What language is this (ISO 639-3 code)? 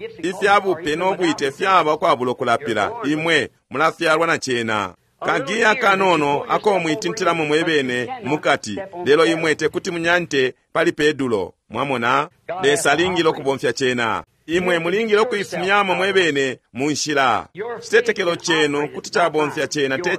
bem